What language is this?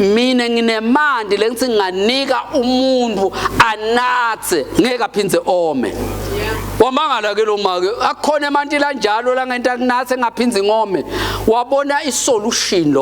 Swati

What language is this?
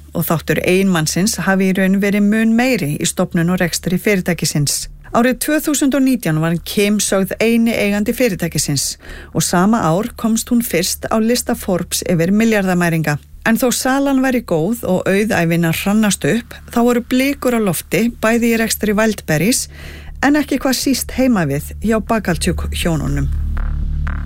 Icelandic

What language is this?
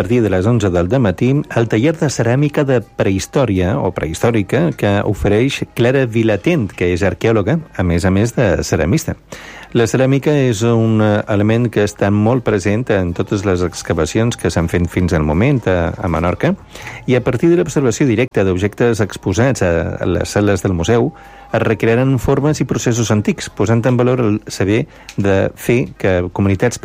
Catalan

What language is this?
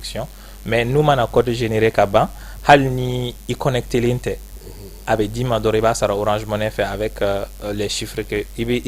Bambara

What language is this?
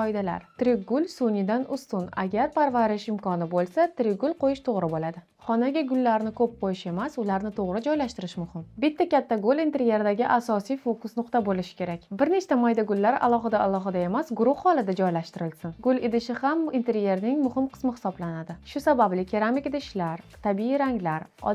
Uzbek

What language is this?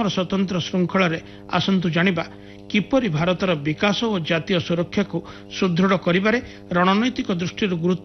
Odia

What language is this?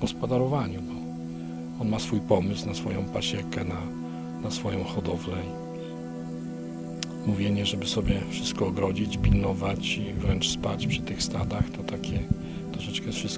Polish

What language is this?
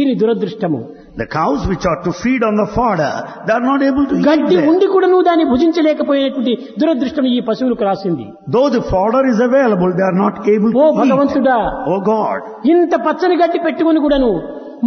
Telugu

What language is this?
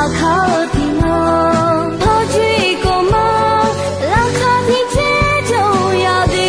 Akha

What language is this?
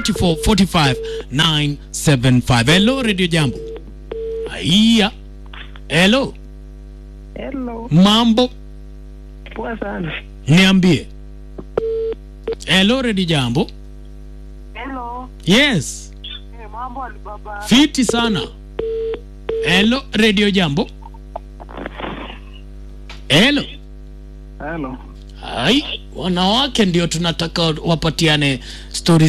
Swahili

